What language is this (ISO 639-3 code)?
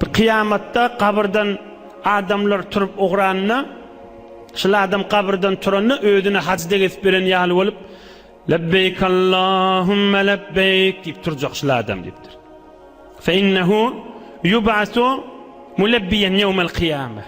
tuk